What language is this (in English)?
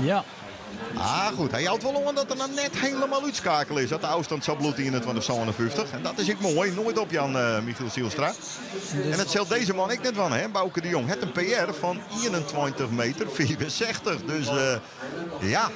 Western Frisian